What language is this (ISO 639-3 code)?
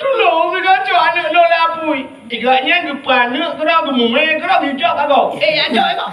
ace